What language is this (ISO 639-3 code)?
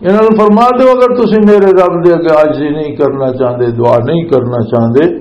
lah